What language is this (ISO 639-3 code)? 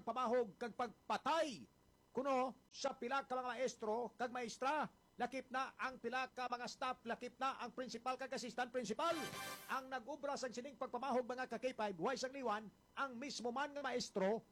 hil